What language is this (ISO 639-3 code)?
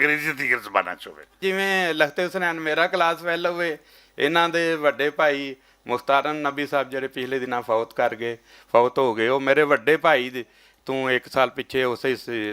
lah